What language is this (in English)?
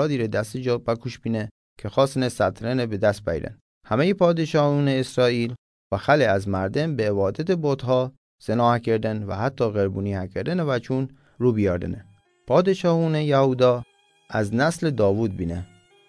Mazanderani